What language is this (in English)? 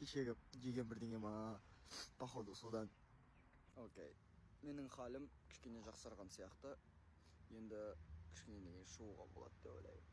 Kazakh